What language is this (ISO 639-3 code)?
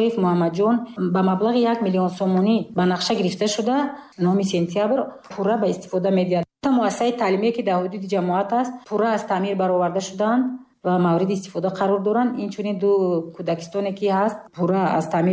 tgk